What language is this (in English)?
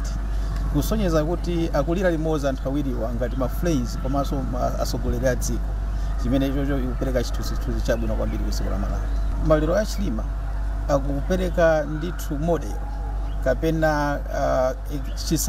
Nyanja